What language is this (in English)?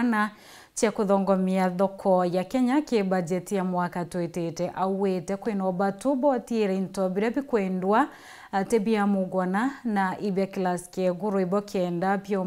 Meru